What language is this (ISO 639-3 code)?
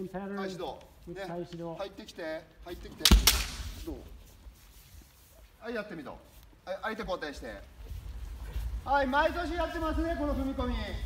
jpn